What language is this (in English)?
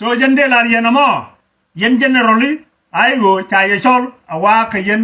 Nuer